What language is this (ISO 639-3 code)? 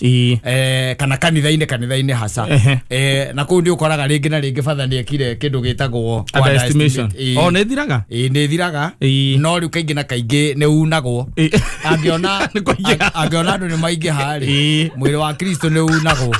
kik